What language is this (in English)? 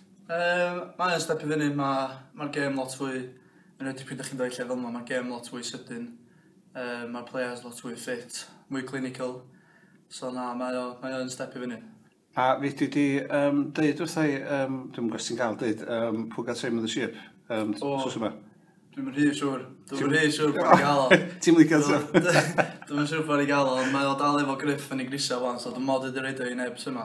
Welsh